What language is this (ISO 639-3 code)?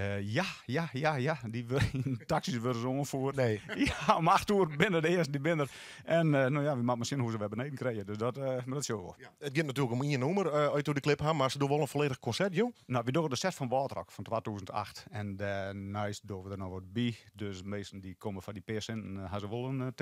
fry